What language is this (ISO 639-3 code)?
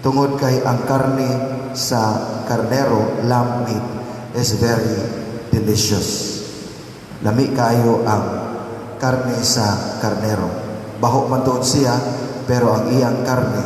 ceb